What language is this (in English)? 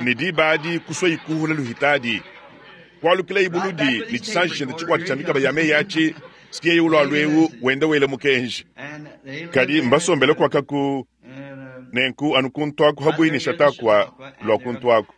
Luba-Lulua